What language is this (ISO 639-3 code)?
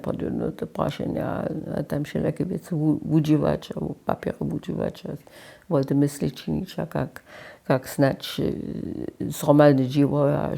hsb